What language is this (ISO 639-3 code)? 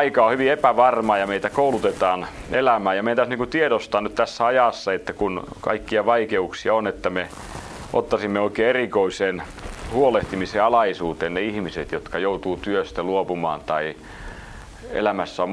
fin